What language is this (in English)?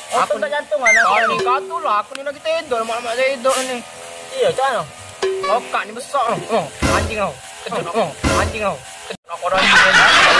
Musi